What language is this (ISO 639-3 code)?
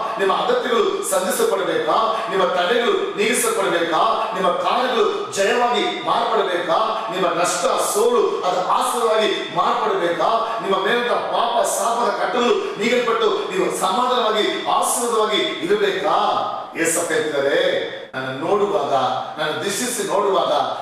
kan